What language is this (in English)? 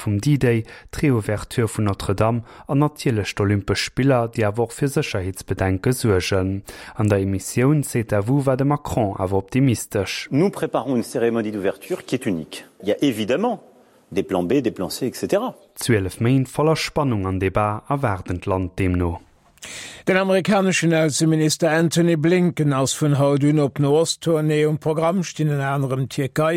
Luxembourgish